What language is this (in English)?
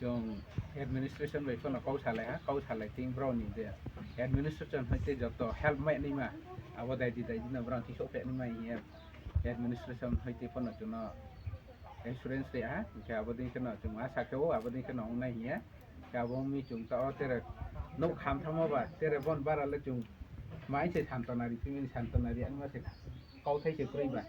Kok Borok